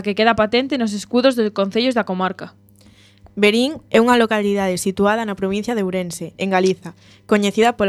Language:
Galician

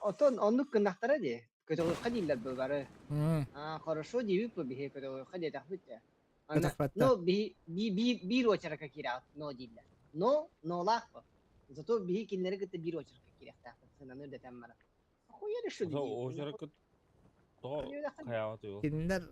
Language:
Yakut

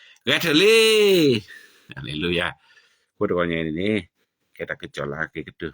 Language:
S'gaw Karen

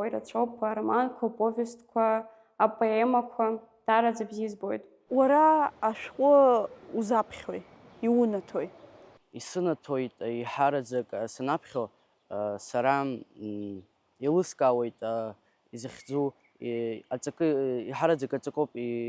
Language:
Abkhazian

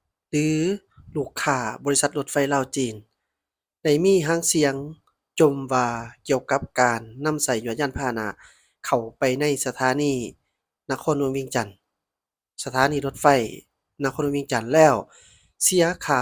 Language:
Lao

